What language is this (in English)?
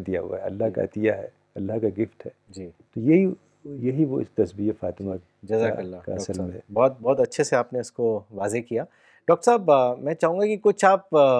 Urdu